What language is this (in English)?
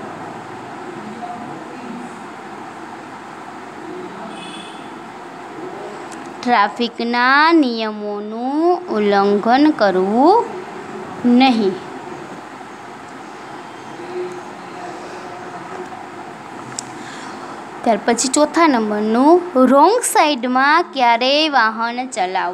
Gujarati